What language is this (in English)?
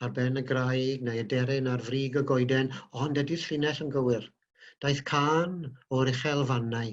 Welsh